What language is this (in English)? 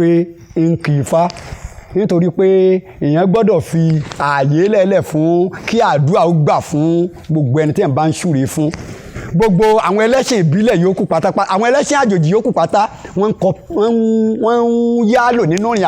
Yoruba